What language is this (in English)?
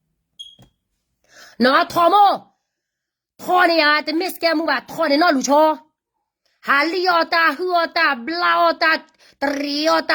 S'gaw Karen